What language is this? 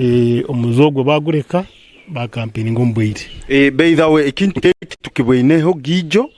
Nyankole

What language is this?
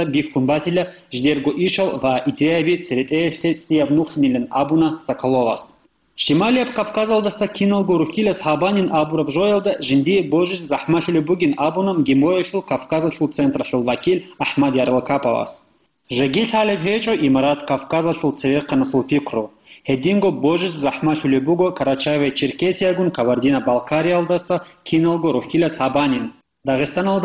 Avaric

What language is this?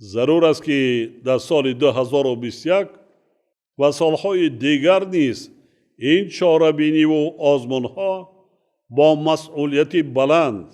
Tajik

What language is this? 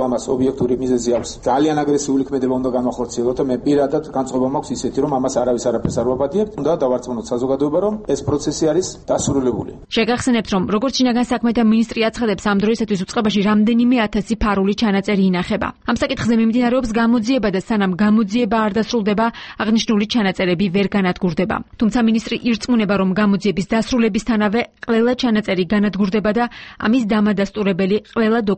Georgian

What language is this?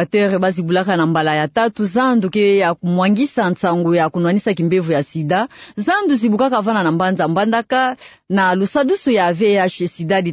Kituba (Democratic Republic of Congo)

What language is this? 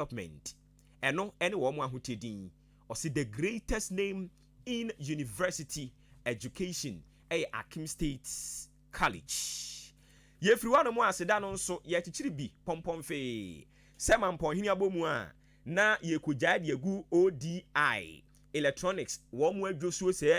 Akan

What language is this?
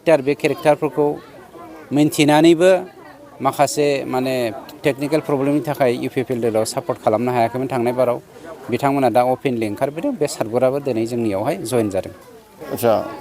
Bodo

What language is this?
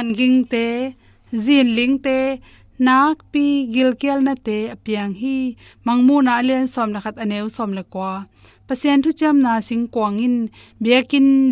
Tedim Chin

